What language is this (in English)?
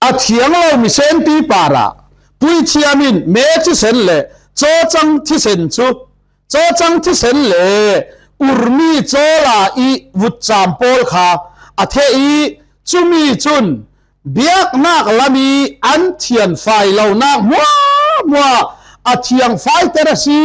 Falam Chin